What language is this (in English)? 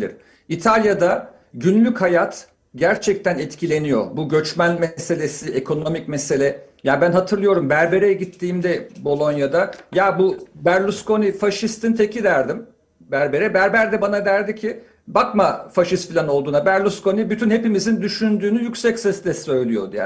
Turkish